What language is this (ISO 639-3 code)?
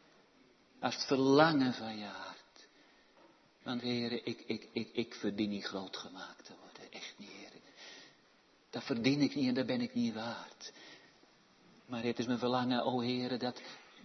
nld